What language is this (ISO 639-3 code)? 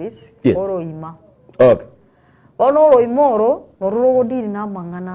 guz